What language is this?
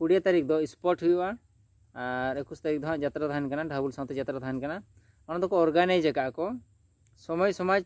Santali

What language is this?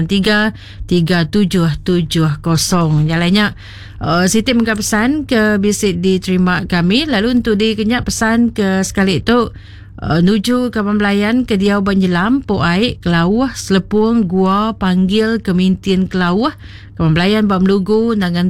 Iban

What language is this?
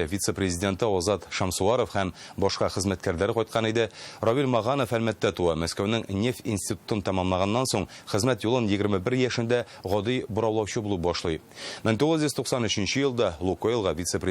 Tatar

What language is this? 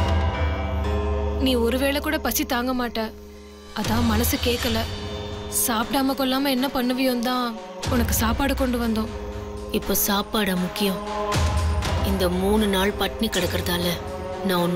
Tamil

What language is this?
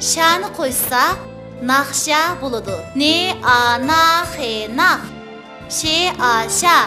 Uyghur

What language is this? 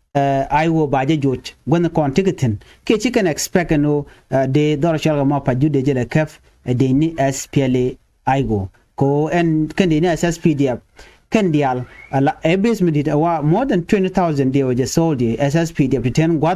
Nuer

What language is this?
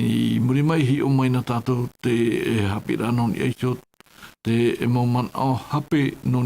Tahitian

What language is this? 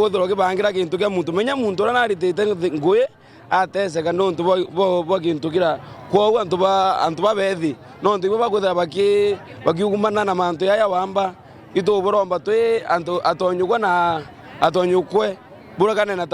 Meru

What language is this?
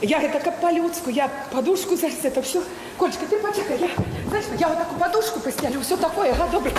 Belarusian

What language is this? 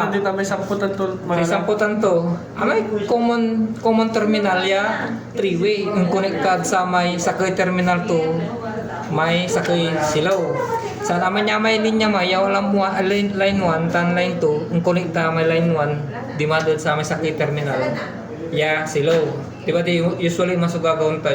Pangasinan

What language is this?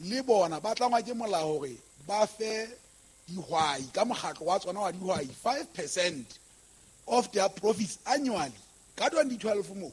Southern Sotho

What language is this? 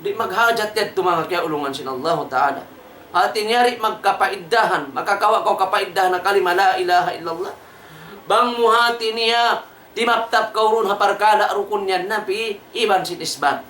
Tausug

